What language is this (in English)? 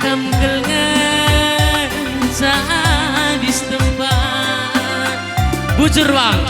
Batak Karo